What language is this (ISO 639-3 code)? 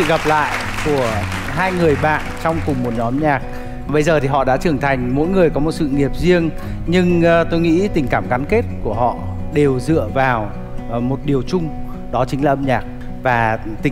vie